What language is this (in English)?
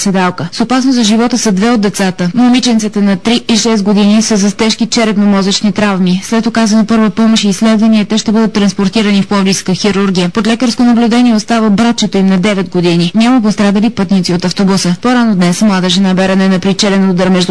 Bulgarian